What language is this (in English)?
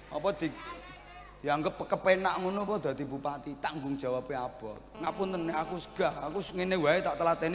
Javanese